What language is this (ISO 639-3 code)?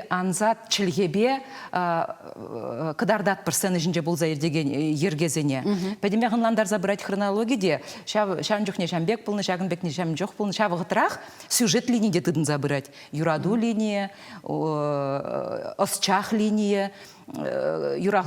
chv